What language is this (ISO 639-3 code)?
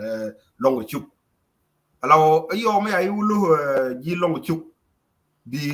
nus